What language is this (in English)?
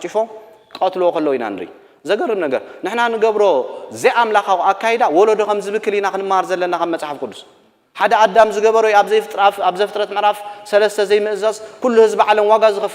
Tigrinya